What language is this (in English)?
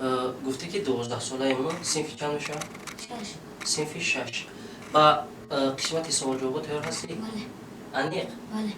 Tajik